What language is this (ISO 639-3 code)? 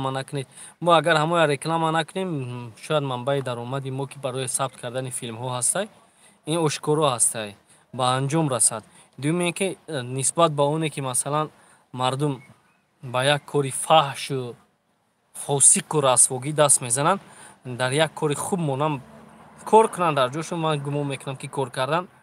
tgk